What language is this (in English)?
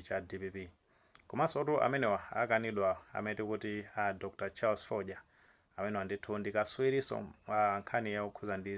Nyanja